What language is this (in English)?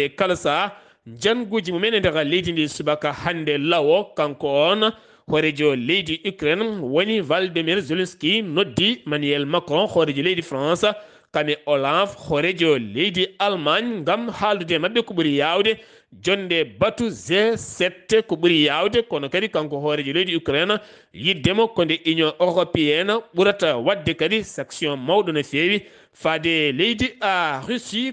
Fula